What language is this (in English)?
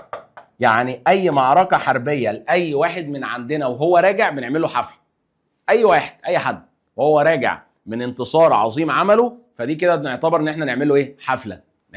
Egyptian Arabic